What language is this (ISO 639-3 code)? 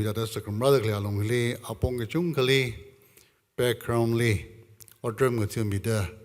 nmf